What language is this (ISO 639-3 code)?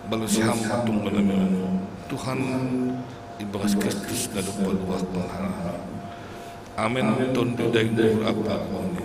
bts